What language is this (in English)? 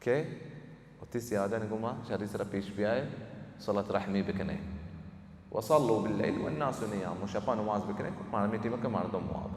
Baluchi